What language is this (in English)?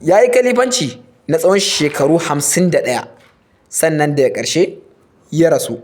Hausa